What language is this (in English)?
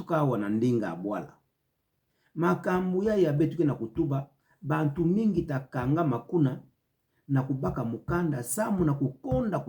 Kituba (Democratic Republic of Congo)